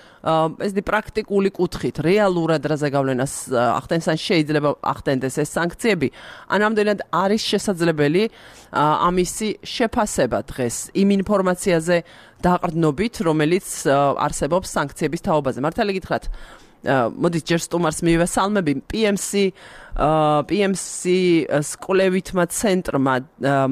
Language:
Georgian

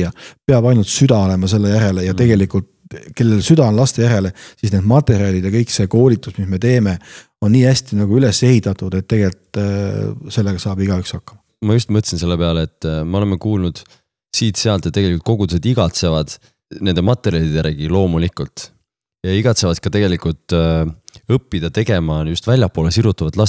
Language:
Estonian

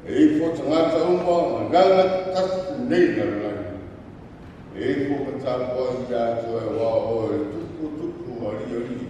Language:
Samoan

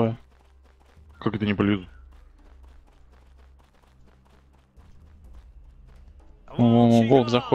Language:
Russian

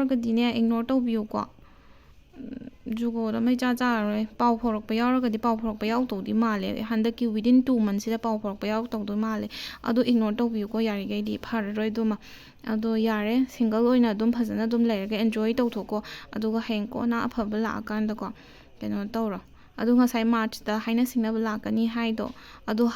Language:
Manipuri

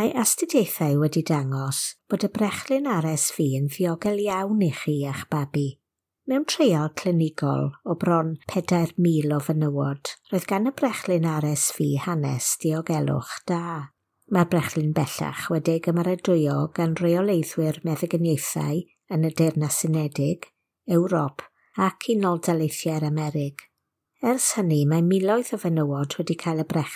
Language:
Welsh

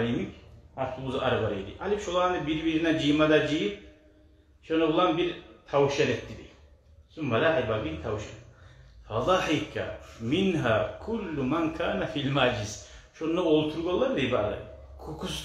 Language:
Kumyk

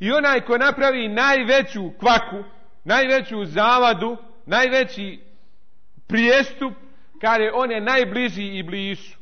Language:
Bosnian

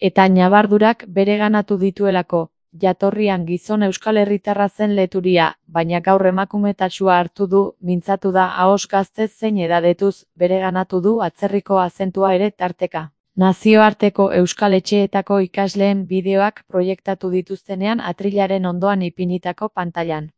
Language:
Basque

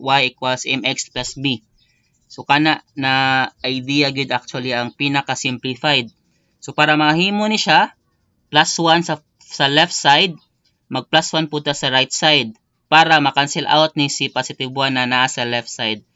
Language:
Cebuano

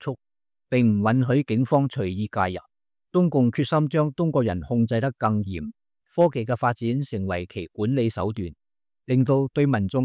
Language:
Cantonese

